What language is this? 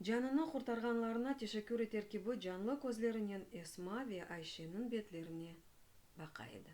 Crimean Tatar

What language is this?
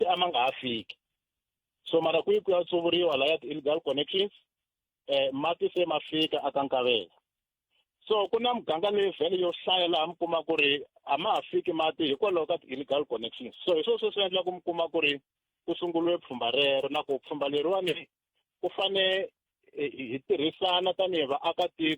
Tsonga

